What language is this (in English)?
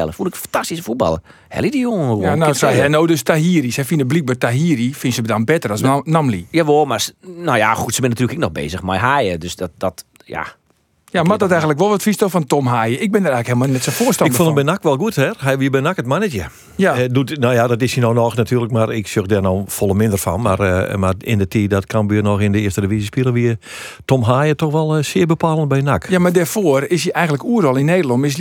Western Frisian